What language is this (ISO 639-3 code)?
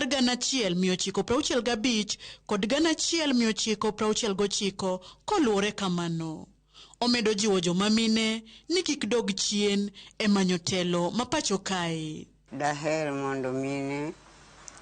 luo